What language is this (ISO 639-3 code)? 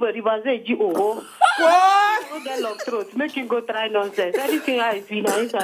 pcm